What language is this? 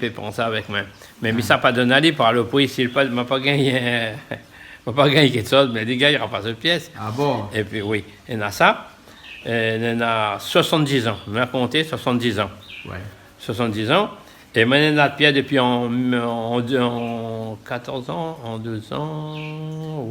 Réunion Creole French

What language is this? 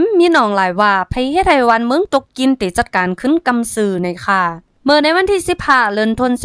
Shan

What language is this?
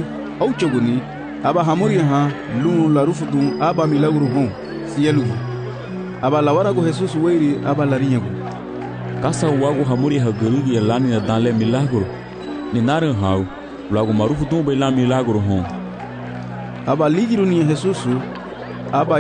Garifuna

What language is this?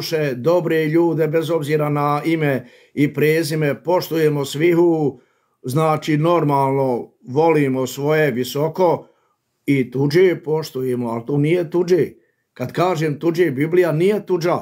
Bosnian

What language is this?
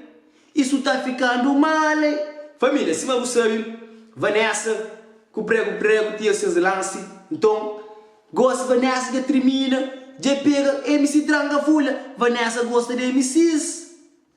Kabuverdianu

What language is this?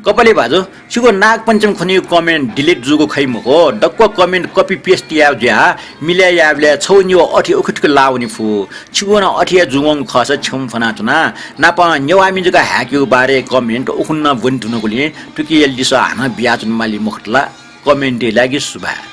Newari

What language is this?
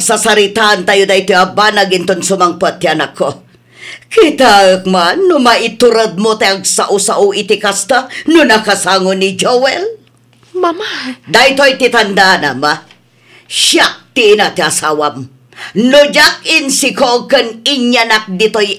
Iloko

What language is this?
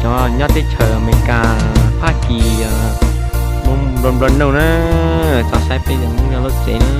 Hmong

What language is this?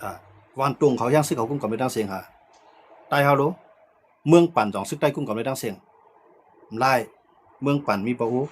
Shan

